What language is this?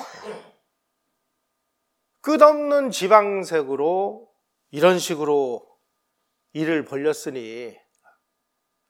Korean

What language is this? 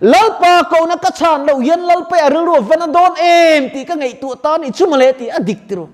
Mizo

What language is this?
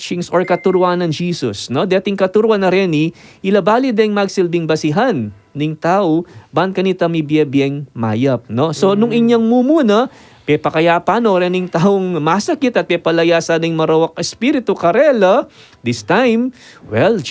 Pampanga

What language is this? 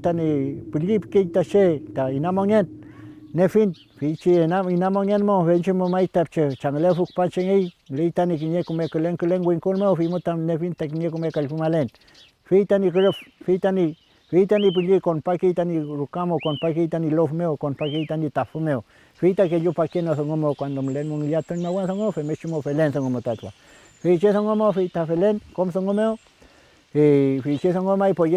Mapuche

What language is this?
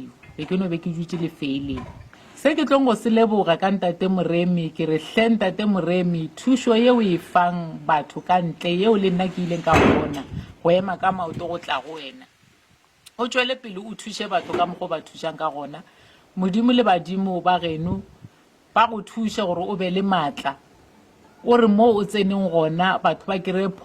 Northern Sotho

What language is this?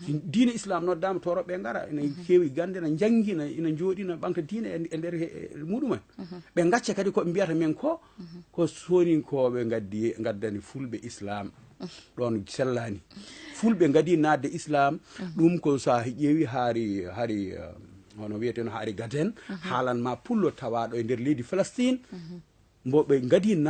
Fula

